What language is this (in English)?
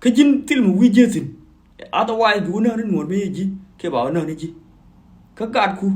Nuer